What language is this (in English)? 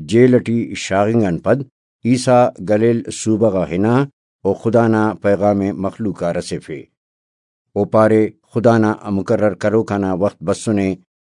Brahui